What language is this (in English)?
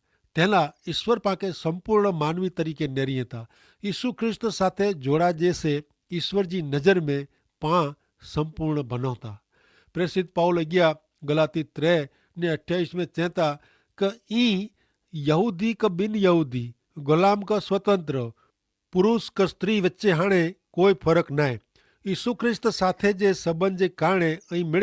Kachhi